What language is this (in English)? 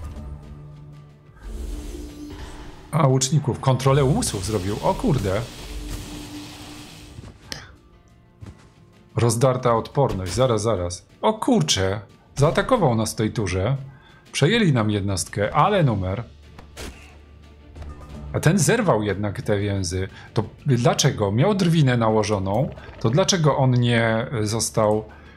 Polish